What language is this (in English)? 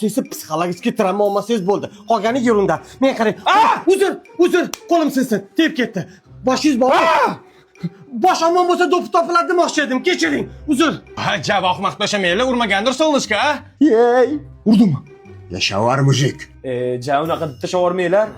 Uzbek